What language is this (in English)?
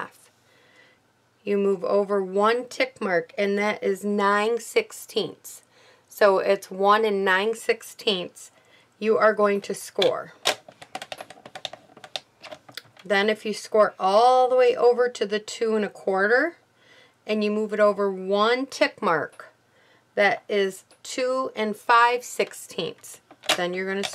English